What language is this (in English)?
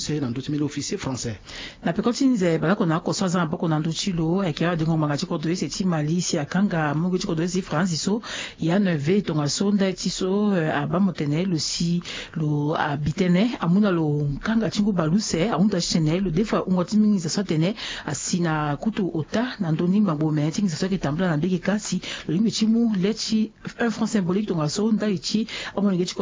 Sango